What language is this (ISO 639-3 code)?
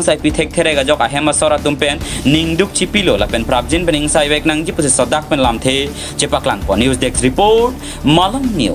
mjw